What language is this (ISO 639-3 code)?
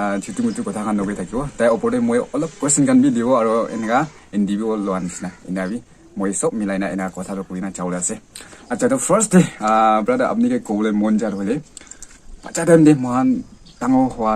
nag